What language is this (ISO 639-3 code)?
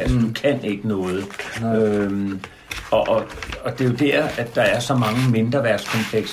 dan